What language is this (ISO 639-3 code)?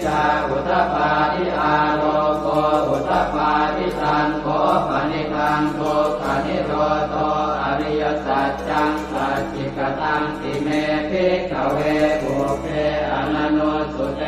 pli